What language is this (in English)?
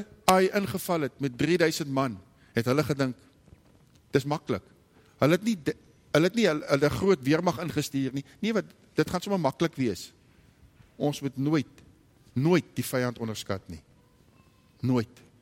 Afrikaans